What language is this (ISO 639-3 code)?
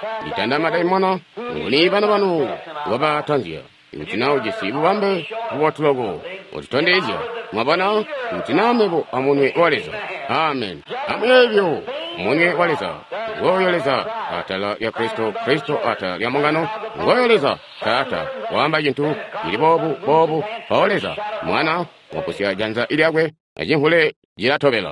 toi